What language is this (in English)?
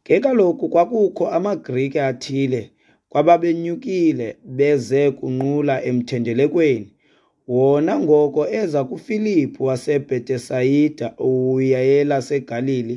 Xhosa